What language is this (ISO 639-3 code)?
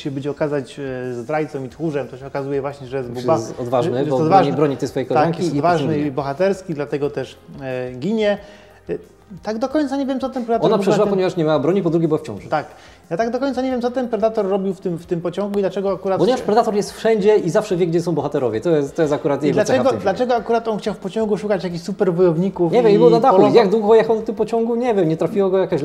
pol